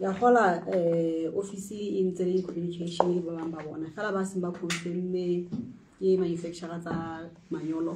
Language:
Southern Sotho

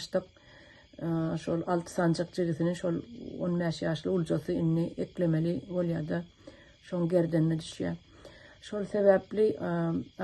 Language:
Turkmen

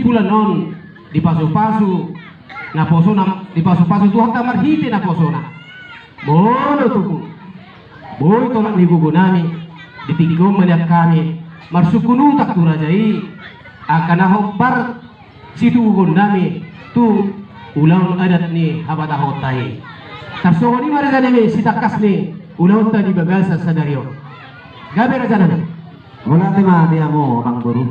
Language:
Batak Toba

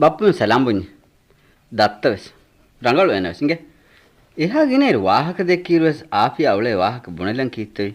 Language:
Divehi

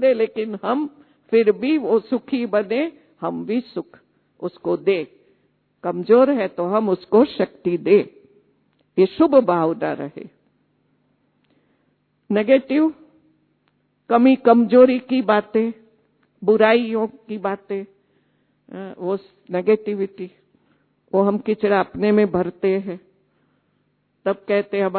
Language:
Hindi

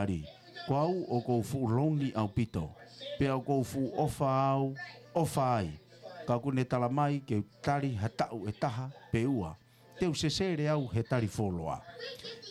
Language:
Tongan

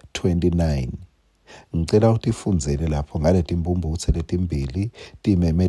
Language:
Swati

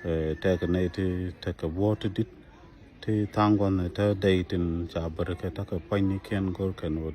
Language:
Nuer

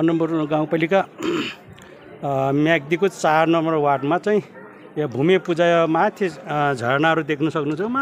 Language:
Nepali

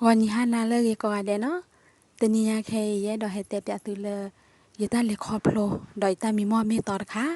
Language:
S'gaw Karen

